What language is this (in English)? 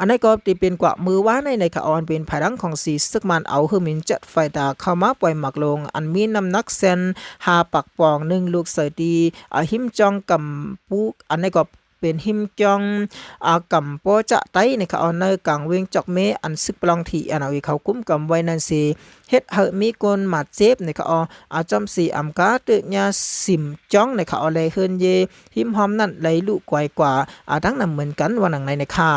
Shan